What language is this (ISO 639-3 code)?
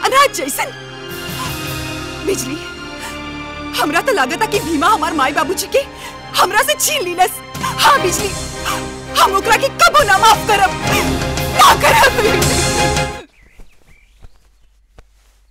bho